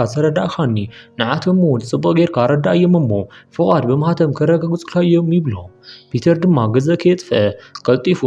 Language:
Tigrinya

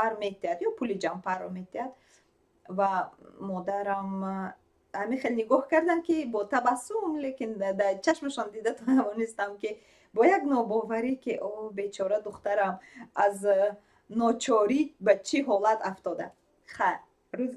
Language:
Tajik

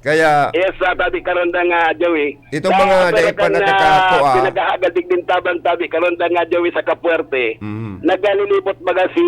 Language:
Bikol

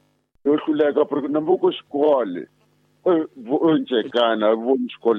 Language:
Tsonga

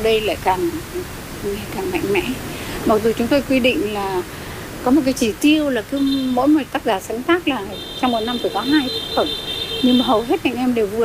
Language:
Vietnamese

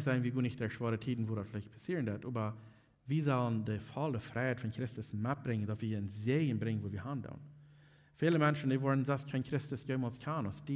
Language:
Plautdietsch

